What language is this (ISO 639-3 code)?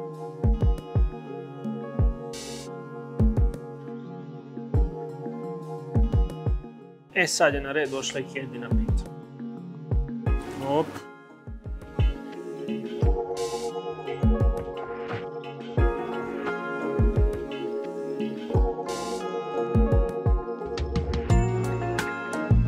srp